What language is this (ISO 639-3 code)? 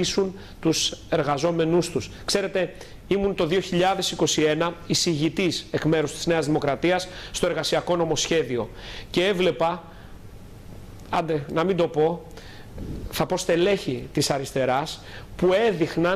ell